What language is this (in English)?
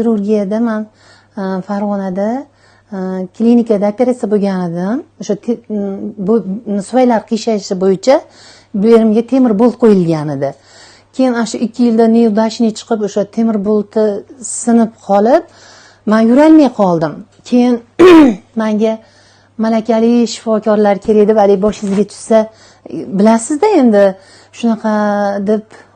Uzbek